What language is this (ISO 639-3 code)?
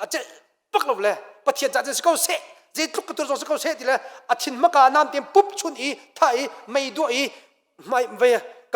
cnh